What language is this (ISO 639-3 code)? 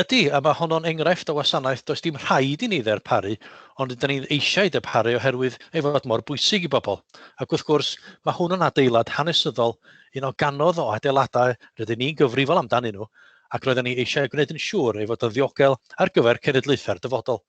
cym